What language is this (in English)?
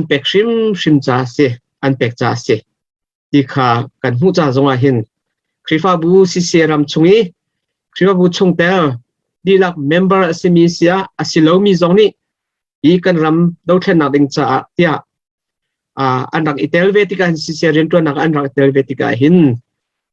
Hakha Chin